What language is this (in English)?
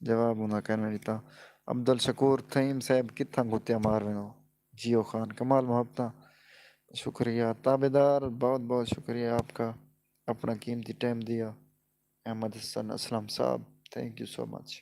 Saraiki